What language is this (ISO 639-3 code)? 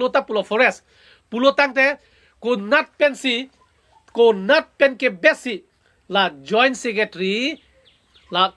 mjw